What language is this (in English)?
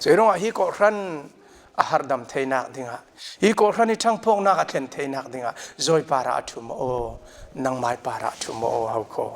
Falam Chin